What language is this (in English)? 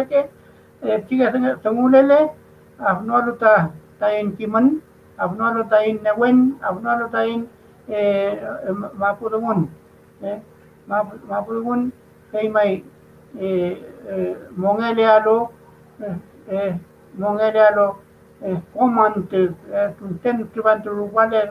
Mapuche